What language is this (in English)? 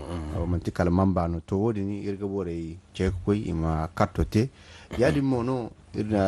Zarma